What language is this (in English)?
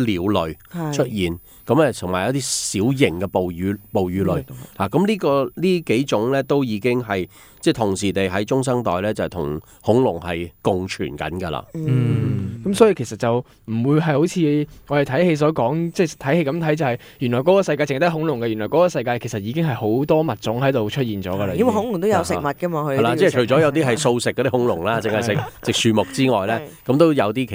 Cantonese